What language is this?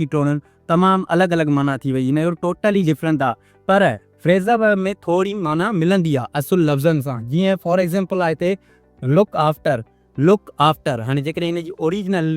Sindhi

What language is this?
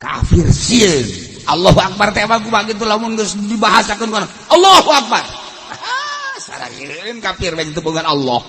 Sundanese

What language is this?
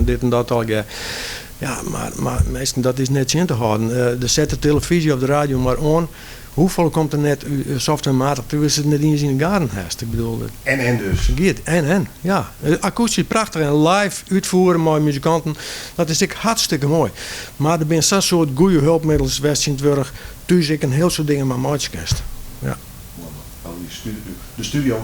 Western Frisian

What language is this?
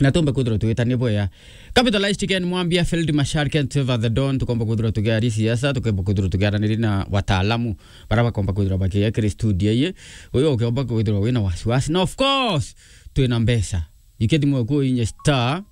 Meru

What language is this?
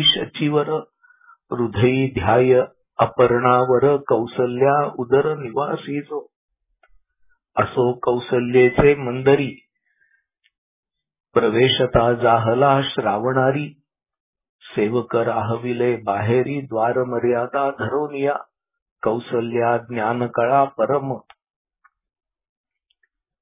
Marathi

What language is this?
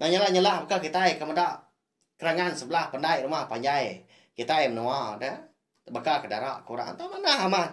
Iban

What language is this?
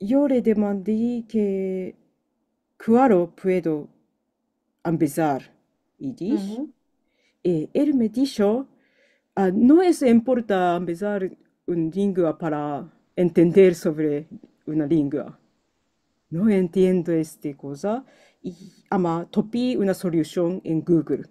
Ladino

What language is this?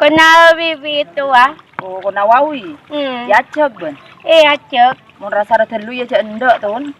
Madurese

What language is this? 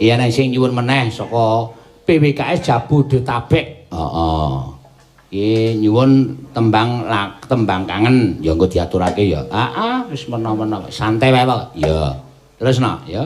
Javanese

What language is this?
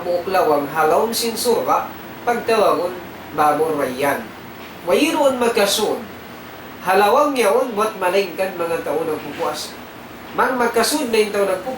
Tausug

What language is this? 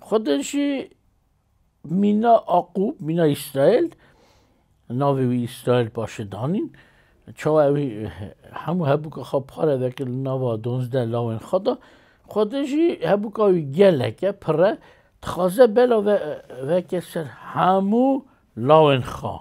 Kurdish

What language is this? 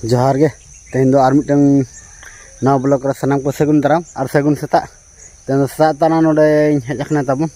Santali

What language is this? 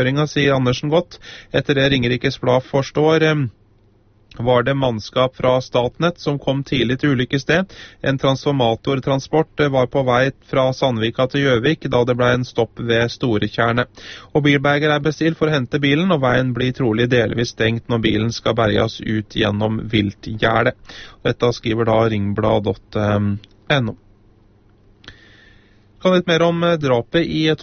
Norwegian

